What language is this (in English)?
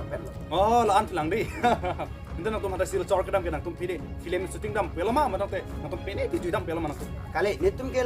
Karbi